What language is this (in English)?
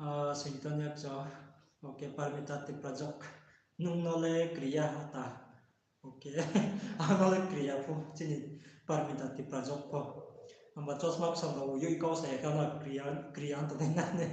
Riang (India)